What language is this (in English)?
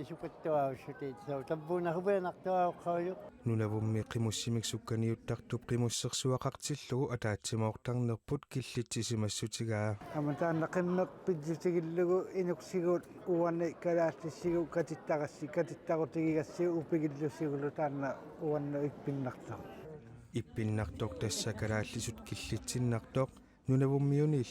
Kalaallisut